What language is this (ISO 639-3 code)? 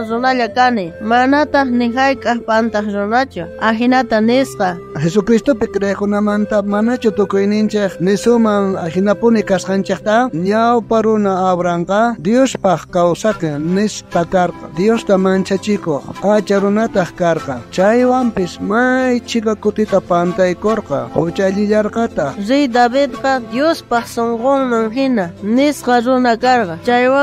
quh